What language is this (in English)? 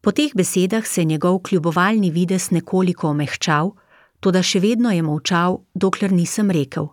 Slovenian